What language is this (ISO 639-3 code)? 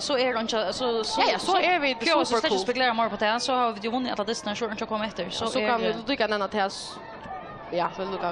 fao